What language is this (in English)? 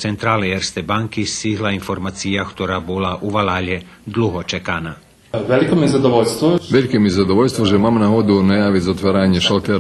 Rusyn